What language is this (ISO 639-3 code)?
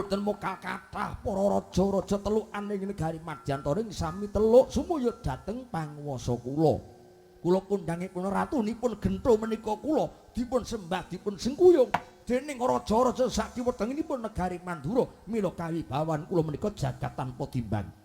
jav